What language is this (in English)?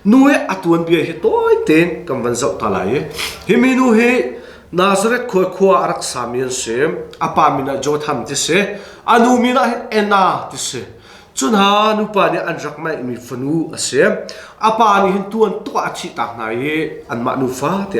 Hakha Chin